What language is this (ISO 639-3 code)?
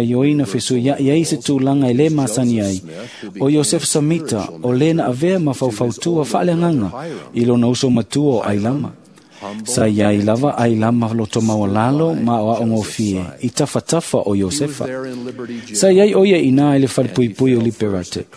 smo